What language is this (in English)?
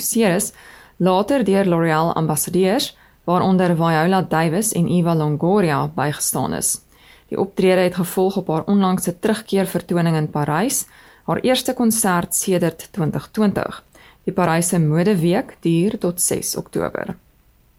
Afrikaans